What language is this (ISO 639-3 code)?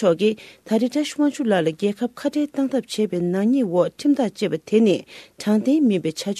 bod